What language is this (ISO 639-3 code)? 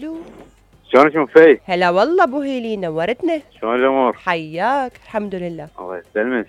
acm